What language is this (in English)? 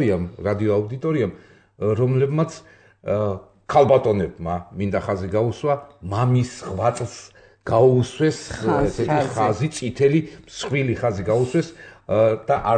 Georgian